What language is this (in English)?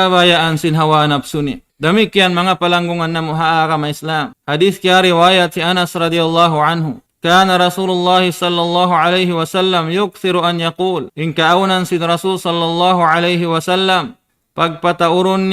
Tausug